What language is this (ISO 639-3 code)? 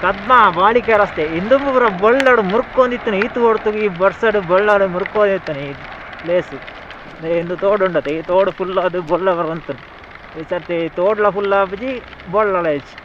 tcy